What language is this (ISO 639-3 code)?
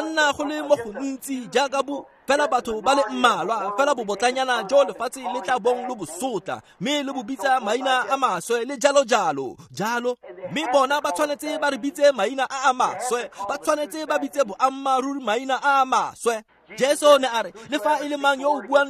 tsn